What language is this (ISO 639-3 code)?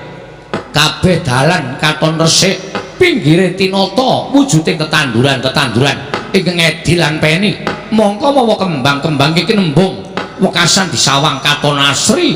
jav